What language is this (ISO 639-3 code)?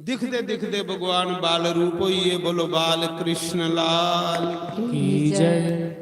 doi